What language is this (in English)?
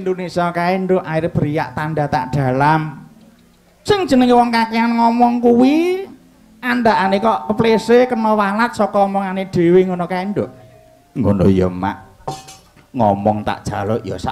Javanese